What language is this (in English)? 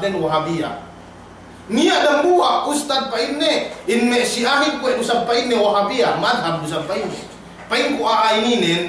Yakan